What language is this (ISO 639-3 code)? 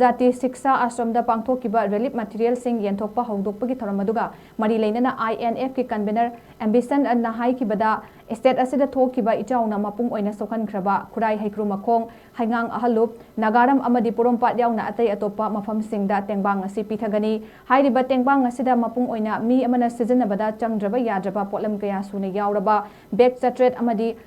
mni